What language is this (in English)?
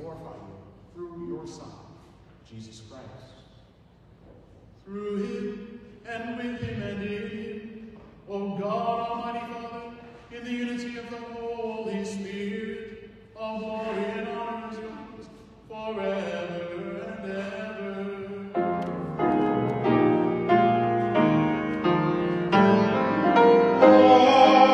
English